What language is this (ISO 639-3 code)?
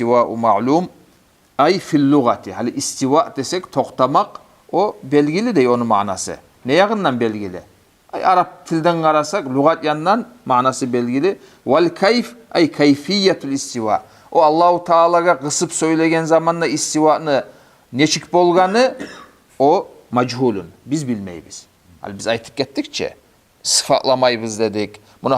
kum